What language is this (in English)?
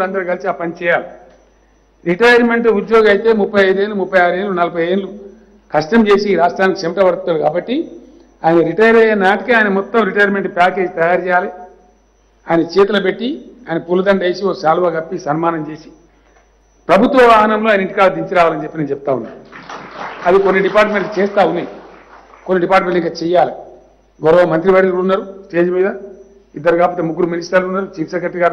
Telugu